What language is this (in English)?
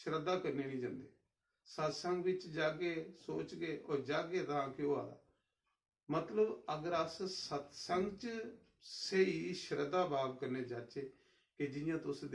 Dogri